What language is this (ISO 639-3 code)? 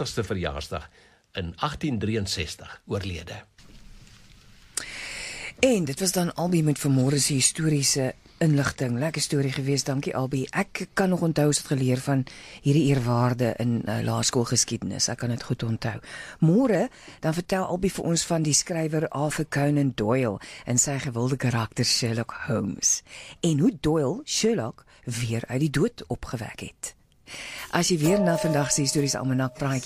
afr